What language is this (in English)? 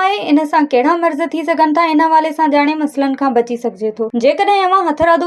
Sindhi